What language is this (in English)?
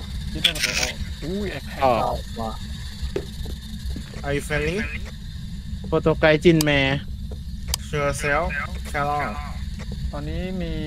Thai